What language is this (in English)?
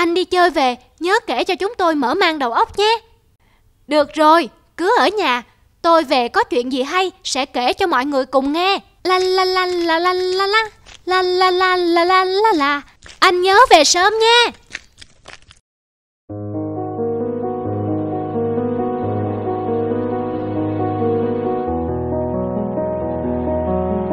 Vietnamese